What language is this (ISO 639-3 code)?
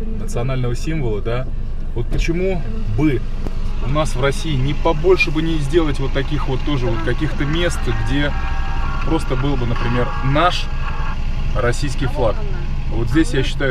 rus